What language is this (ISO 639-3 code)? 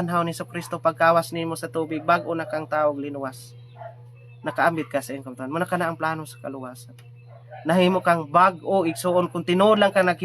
ceb